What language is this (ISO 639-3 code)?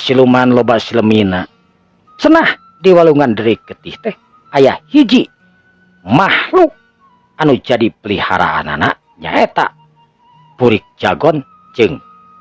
sun